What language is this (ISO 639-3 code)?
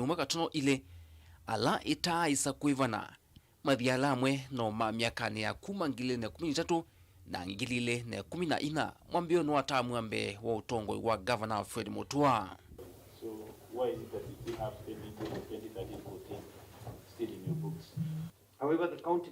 kam